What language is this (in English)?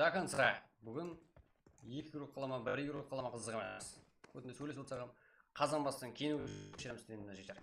Kara-Kalpak